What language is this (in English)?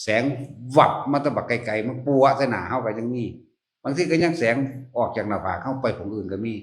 Northeastern Thai